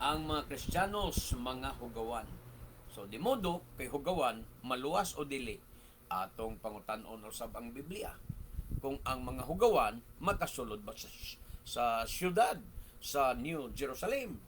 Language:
Cebuano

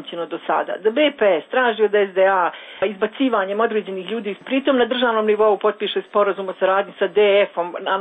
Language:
Serbian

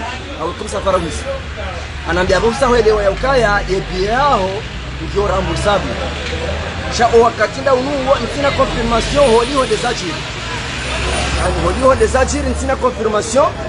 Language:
Swahili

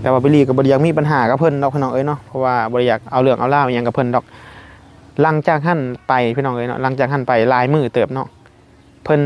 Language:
Lao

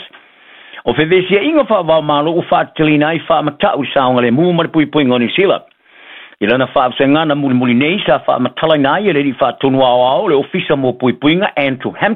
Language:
Samoan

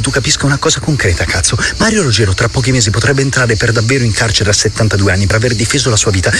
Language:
Italian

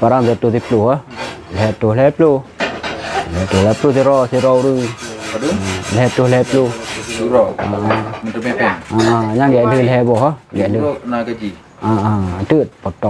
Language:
Achinese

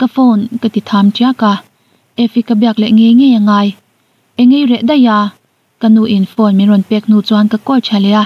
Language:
Mizo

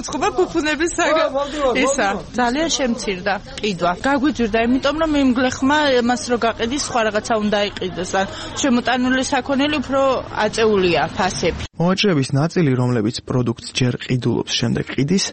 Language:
Georgian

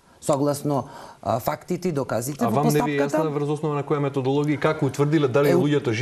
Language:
Macedonian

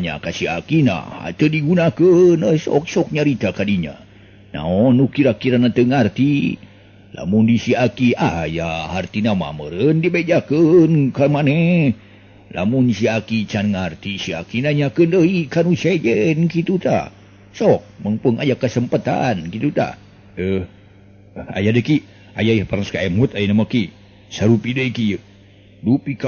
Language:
Sundanese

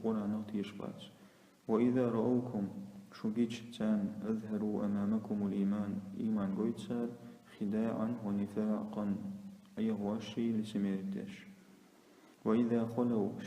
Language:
Chechen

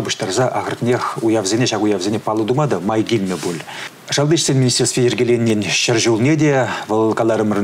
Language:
Chuvash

